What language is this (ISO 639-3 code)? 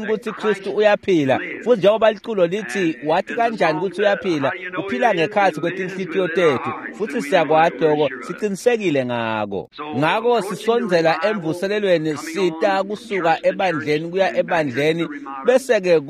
ssw